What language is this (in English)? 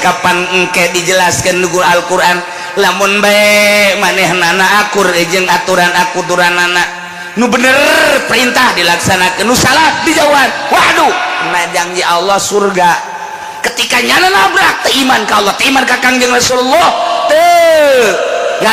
Sundanese